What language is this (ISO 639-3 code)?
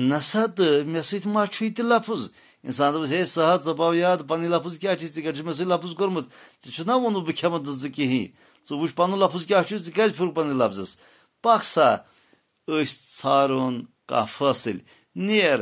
kas